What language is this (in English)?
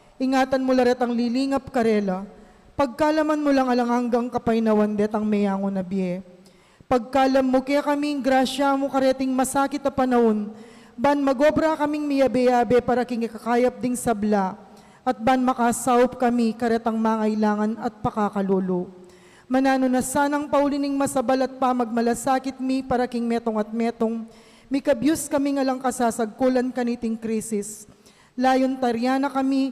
Pampanga